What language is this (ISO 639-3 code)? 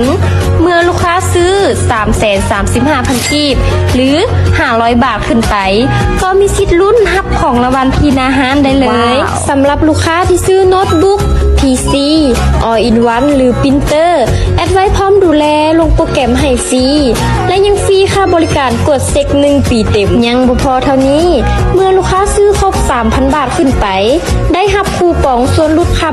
lao